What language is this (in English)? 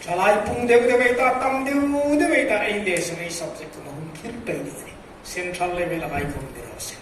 Hmar